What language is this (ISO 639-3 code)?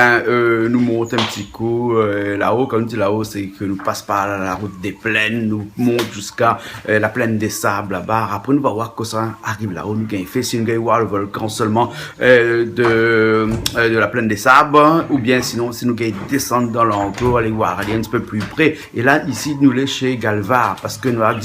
rcf